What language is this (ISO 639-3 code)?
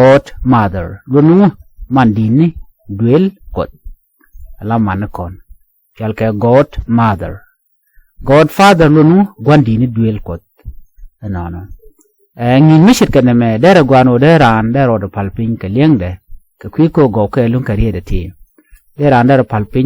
nus